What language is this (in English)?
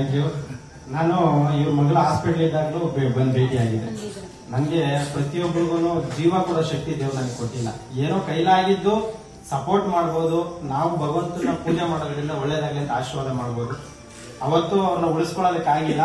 Kannada